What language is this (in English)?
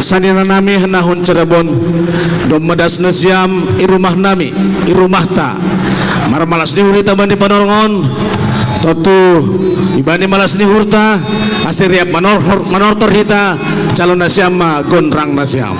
Batak Simalungun